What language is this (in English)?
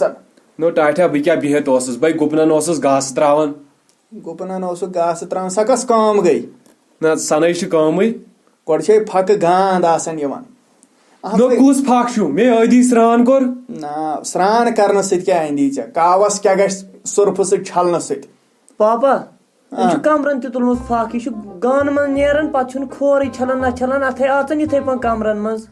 Kashmiri